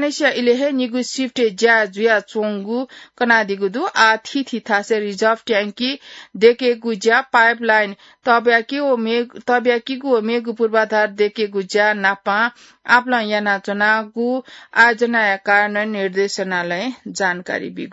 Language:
Newari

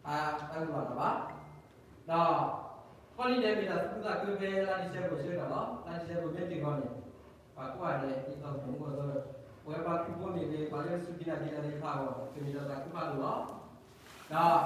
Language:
S'gaw Karen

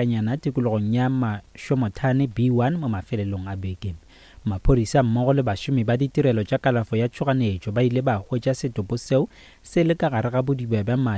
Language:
Northern Sotho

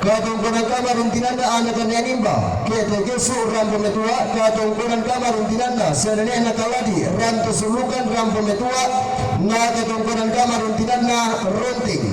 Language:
Toraja-Sa'dan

